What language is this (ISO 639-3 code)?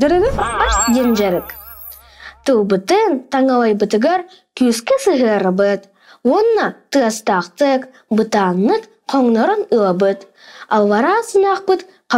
sah